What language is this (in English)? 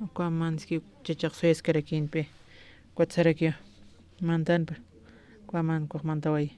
Aymara